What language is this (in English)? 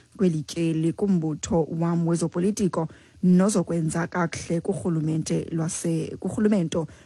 Xhosa